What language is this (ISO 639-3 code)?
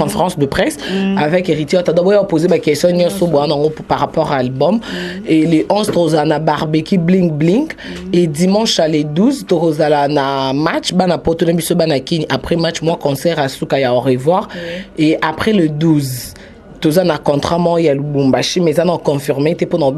lin